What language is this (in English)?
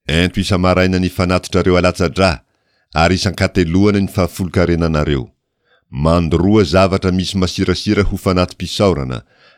Malagasy